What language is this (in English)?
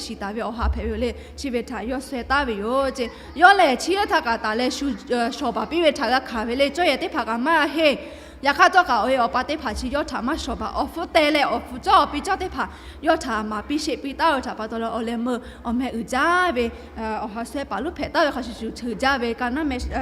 Lahu